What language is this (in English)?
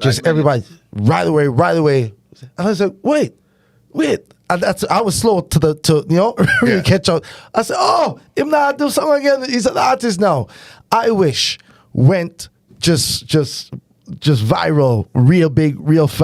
Jamaican Creole English